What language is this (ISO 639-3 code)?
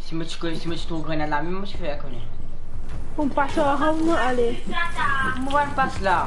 mfe